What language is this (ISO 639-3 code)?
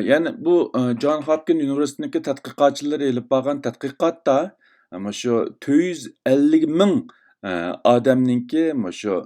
uig